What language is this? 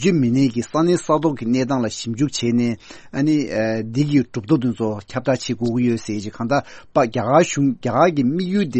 Tibetan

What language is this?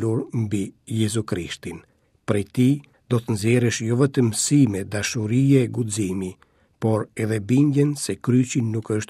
Albanian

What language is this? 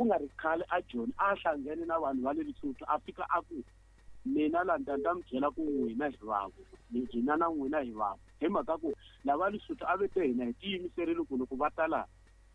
Tsonga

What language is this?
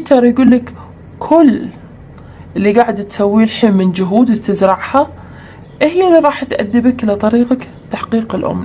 Arabic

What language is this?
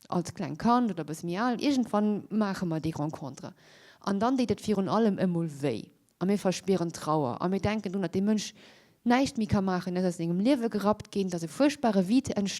Luxembourgish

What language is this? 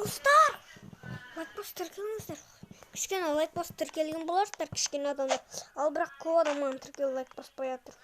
Kazakh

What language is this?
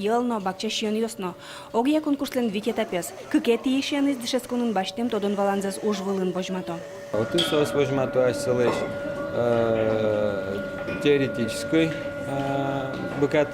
Udmurt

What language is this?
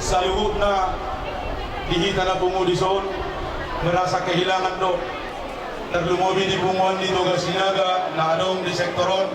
Batak Toba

